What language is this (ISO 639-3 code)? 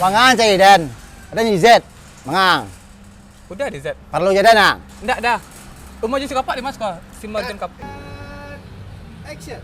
min